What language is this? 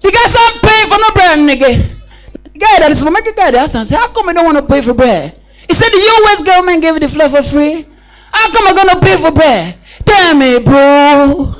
Nigerian Pidgin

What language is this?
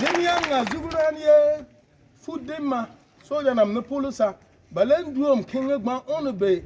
Kusaal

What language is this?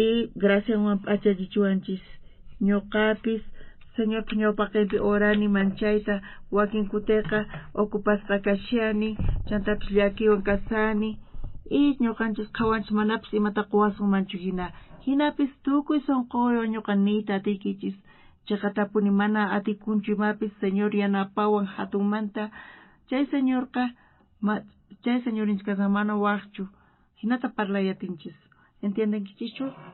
South Bolivian Quechua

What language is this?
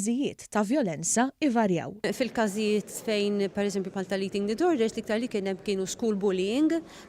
Maltese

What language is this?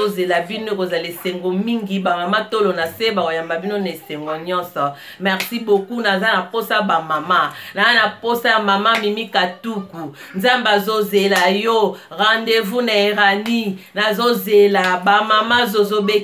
Lingala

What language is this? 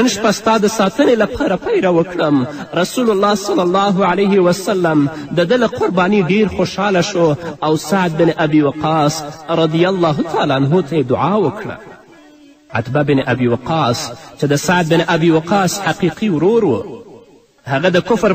Pashto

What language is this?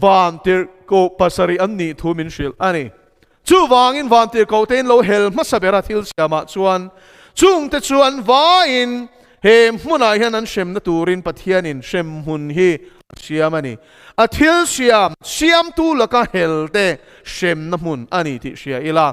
Mizo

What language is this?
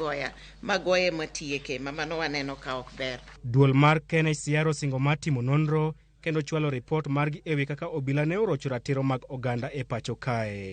Luo (Kenya and Tanzania)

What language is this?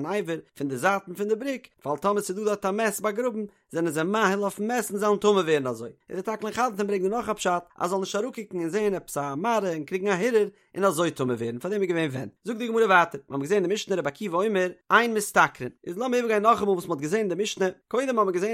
Yiddish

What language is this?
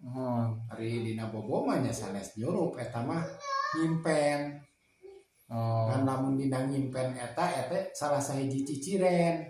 Sundanese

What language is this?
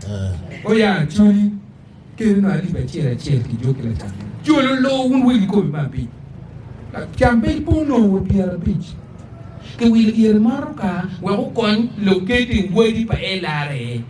Acoli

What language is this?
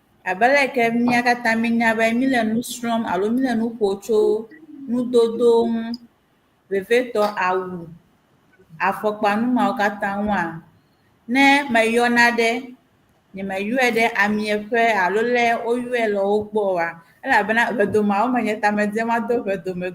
Ewe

